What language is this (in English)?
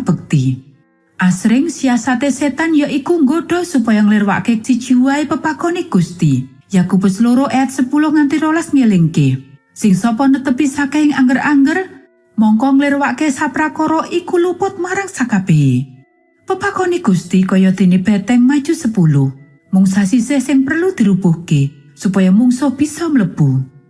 Javanese